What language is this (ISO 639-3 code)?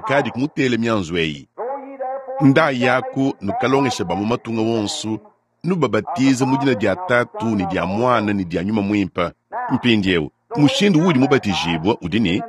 lua